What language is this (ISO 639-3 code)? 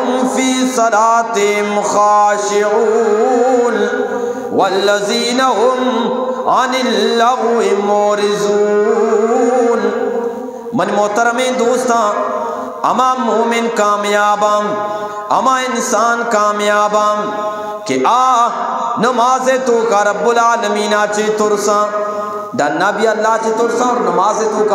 bgp